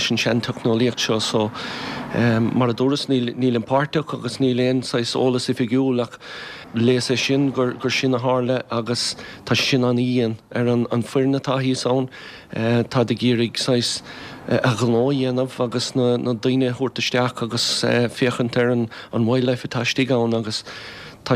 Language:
Irish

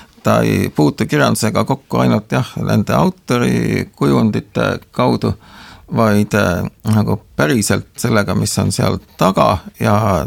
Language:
Estonian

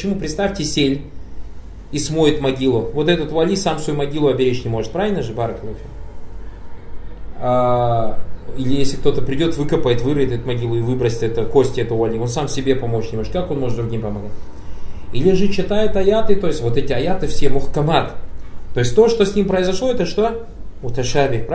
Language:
Russian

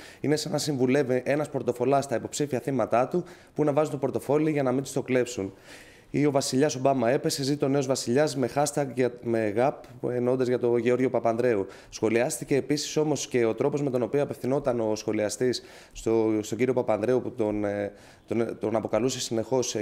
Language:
Greek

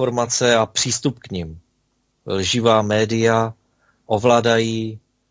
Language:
Czech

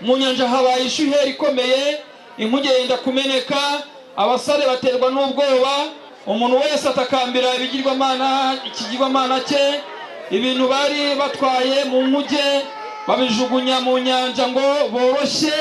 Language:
Kinyarwanda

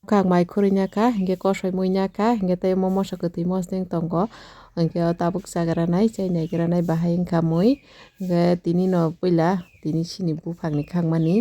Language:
Kok Borok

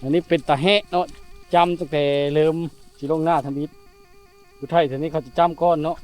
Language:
Lao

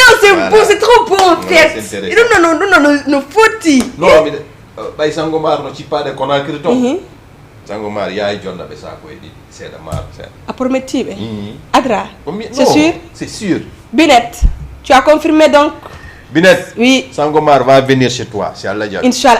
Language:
Fula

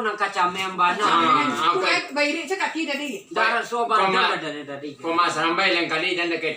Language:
Minangkabau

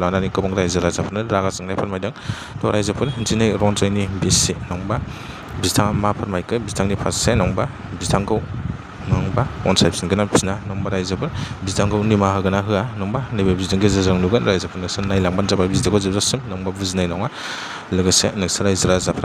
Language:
Bodo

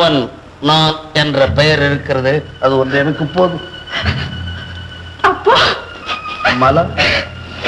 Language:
Tamil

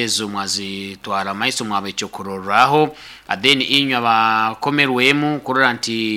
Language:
Nyoro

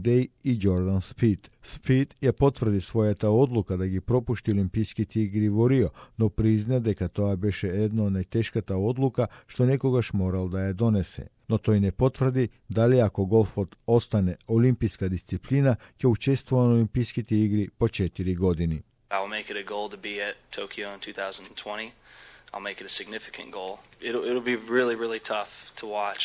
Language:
Macedonian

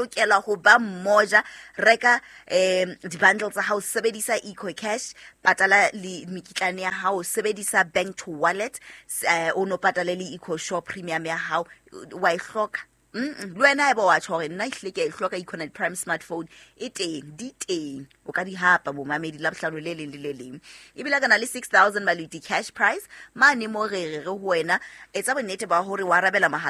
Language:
Southern Sotho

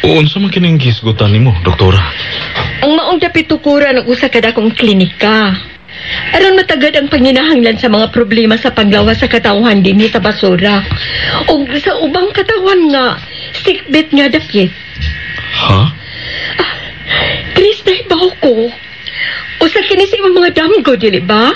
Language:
Cebuano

